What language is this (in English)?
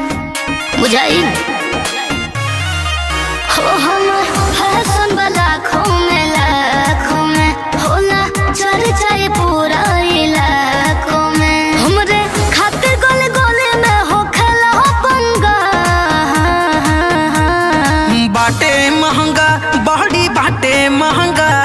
Bhojpuri